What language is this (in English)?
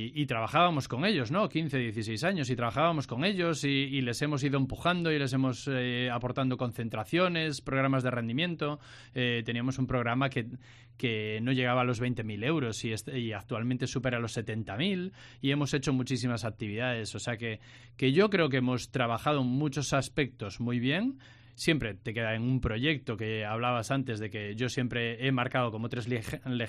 Spanish